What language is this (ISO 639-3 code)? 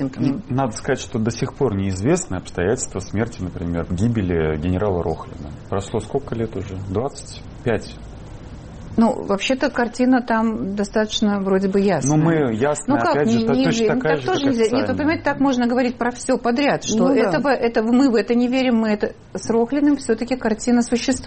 rus